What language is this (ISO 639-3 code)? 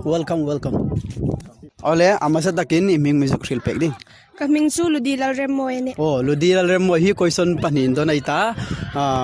hmr